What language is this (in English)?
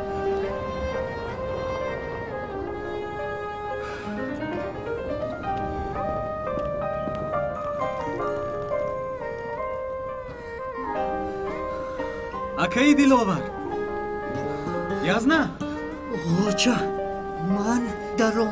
Tajik